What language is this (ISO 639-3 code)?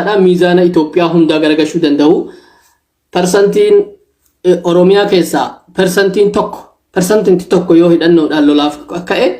orm